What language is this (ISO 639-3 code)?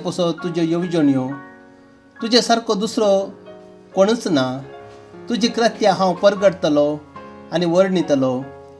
kok